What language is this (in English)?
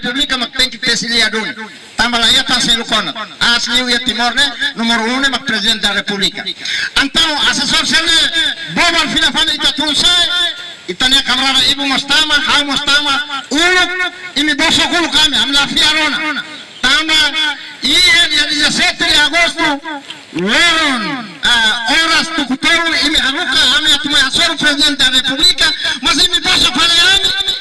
Tetum